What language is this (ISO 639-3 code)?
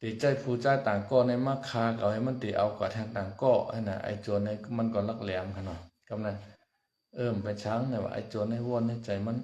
shn